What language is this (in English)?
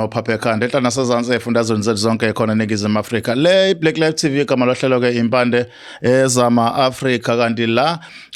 Zulu